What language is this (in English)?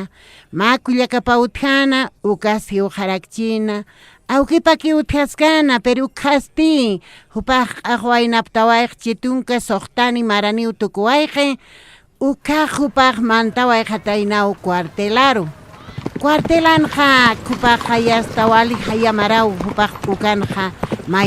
Aymara